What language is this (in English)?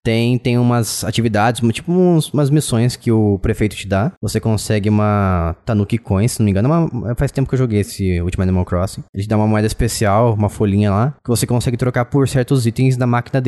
Portuguese